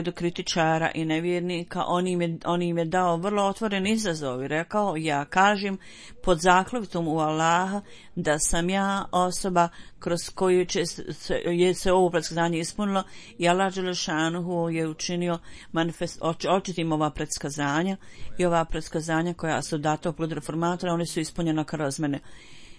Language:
Bosnian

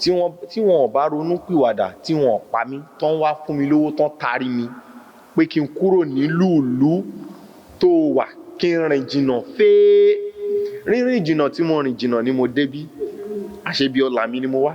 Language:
Yoruba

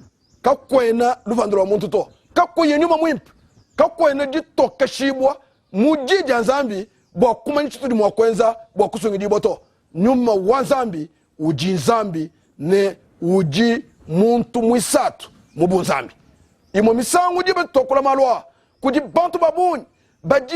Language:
Luba-Lulua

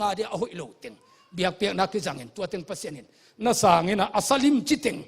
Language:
Tedim Chin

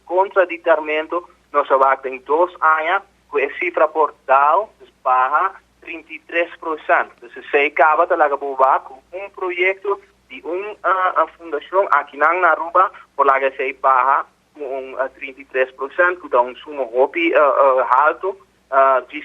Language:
Papiamento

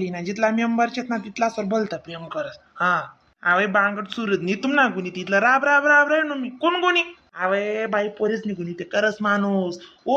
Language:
Khandesi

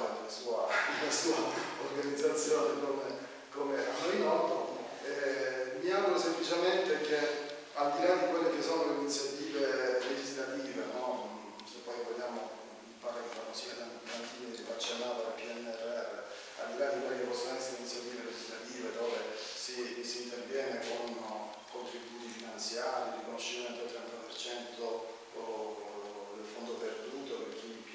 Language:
Italian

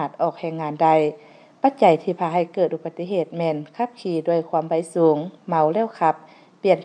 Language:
Lao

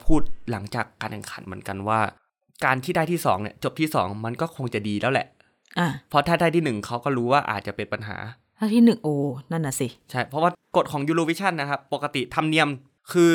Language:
Thai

